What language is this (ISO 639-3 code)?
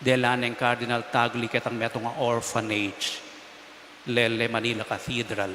pam